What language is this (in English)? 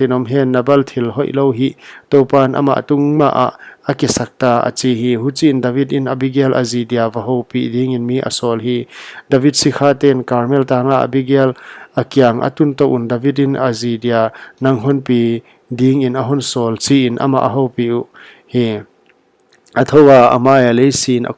Paite Chin